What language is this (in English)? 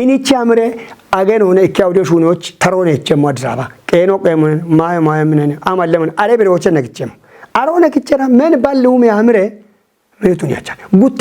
Kafa